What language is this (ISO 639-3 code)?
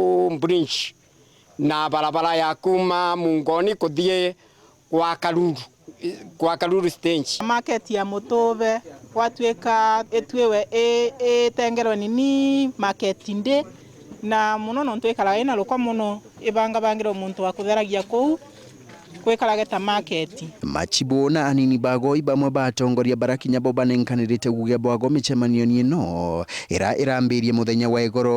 mer